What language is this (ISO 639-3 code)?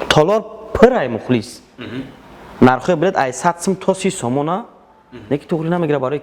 tgk